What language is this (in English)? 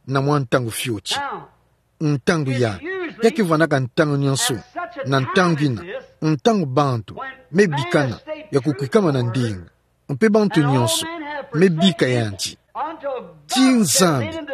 Kituba (Democratic Republic of Congo)